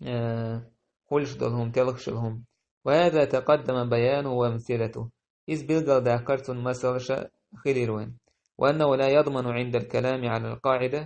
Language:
Chechen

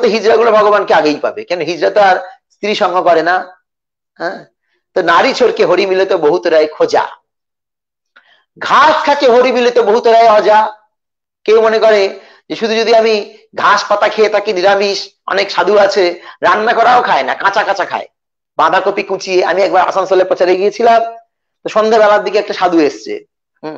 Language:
Bangla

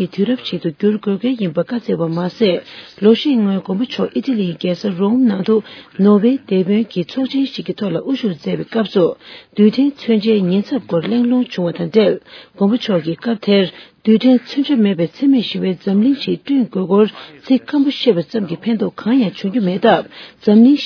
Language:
Tibetan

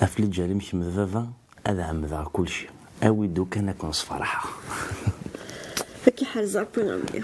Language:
Kabyle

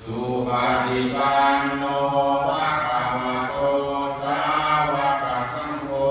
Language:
Pali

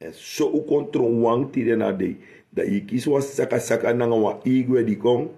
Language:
Sranan Tongo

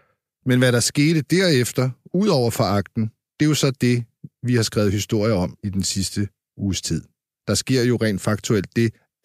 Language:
Danish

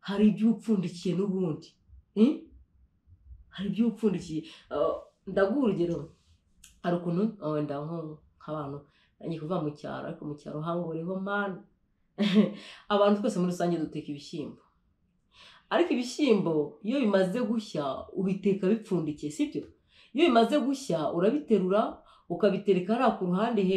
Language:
Kinyarwanda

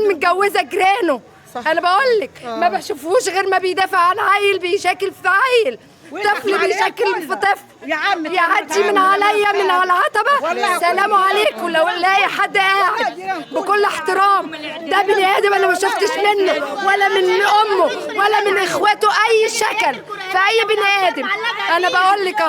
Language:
Egyptian Arabic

